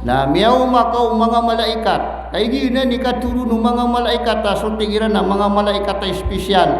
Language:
Maranao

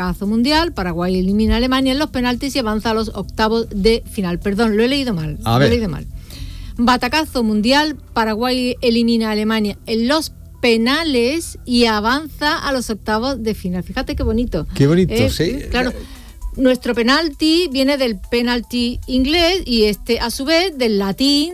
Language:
Spanish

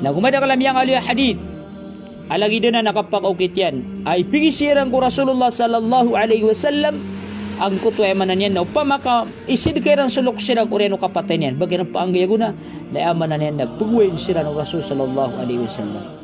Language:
Maranao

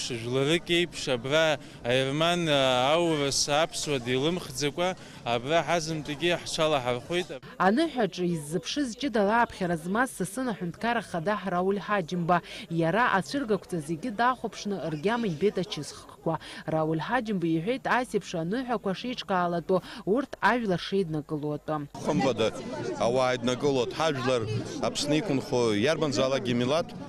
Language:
Abkhazian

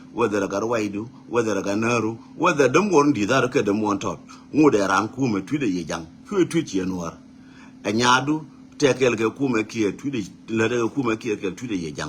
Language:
Nuer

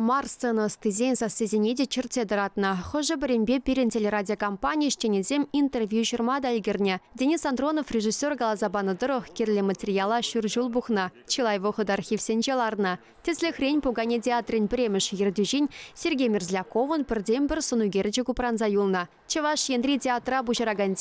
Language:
Chuvash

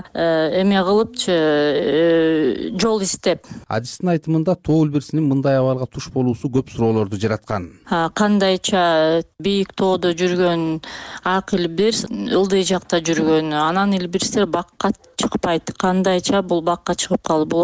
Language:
Kyrgyz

